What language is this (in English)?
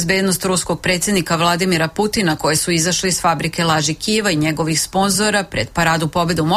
Serbian